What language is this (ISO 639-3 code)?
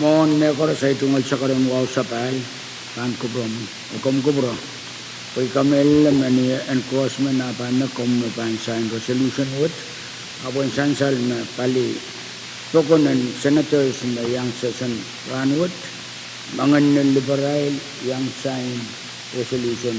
pon